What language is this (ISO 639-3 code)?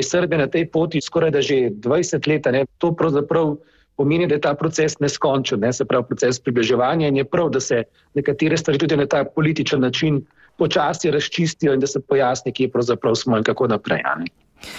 slv